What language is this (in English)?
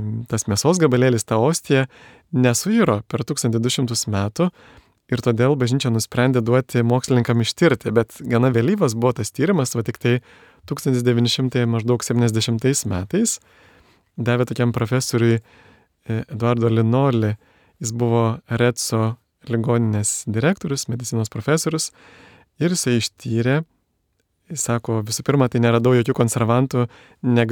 Lithuanian